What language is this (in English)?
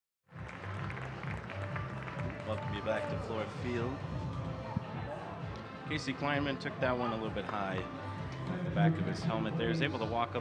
English